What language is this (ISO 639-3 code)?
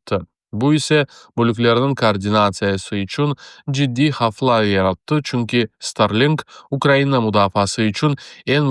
crh